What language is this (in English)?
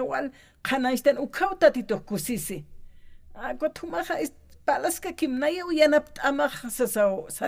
Aymara